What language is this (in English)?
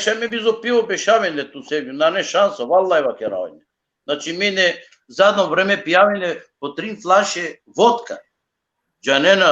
Balkan Romani